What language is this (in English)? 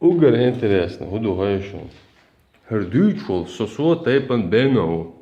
Chechen